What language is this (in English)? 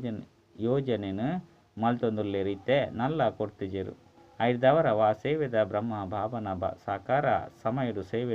Tulu